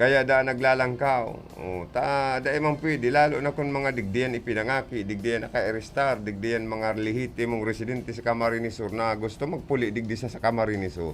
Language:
Bikol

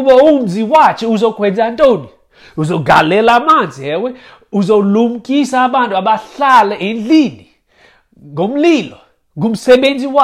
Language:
Xhosa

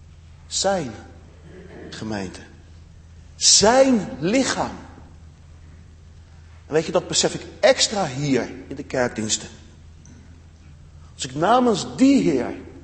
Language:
Dutch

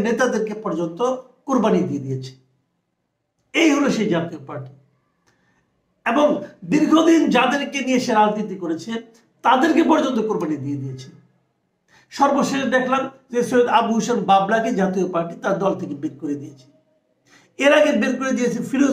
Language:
Bangla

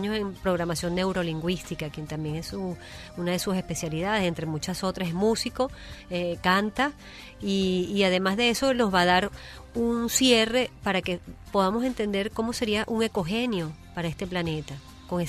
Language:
Spanish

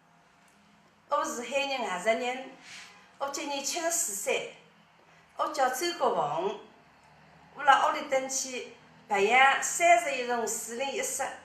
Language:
Wu Chinese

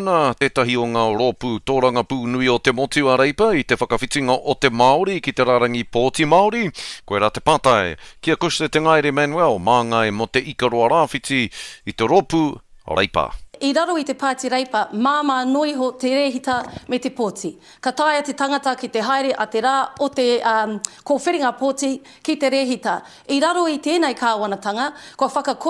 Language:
Māori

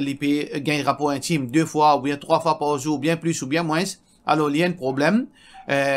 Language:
Morisyen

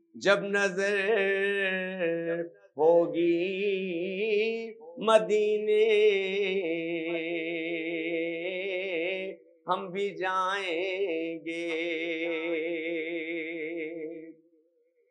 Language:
Urdu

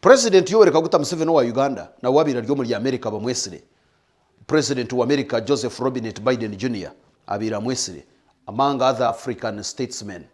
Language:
Nyankole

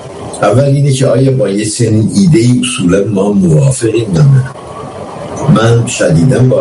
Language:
Persian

